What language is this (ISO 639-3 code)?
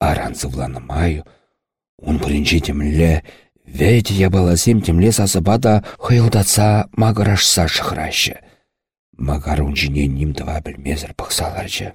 chv